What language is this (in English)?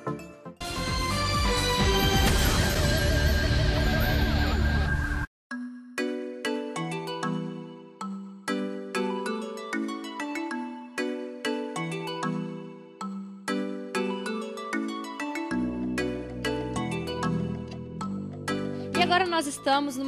Portuguese